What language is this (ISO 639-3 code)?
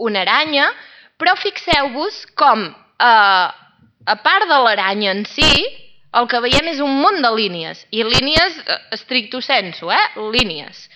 cat